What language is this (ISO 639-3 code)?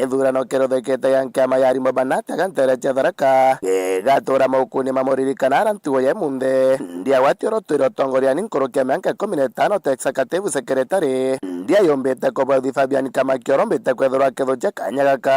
mer